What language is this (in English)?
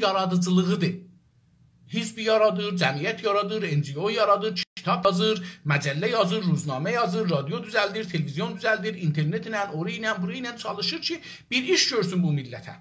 South Azerbaijani